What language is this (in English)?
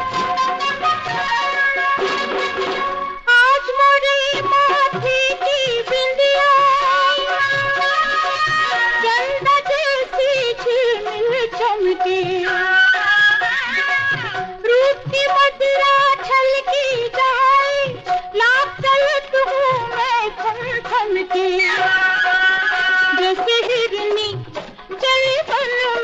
Hindi